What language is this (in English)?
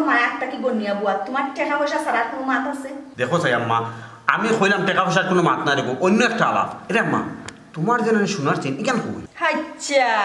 Sylheti